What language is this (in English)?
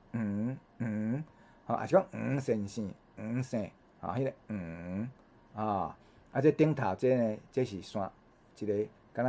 Min Nan Chinese